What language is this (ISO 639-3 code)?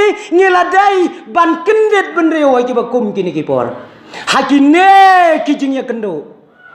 kha